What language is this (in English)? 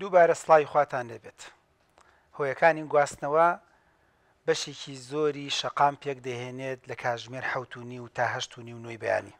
Central Kurdish